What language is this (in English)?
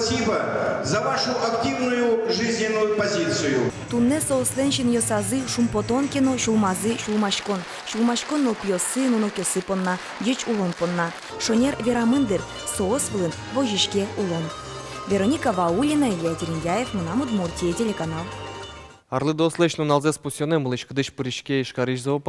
Udmurt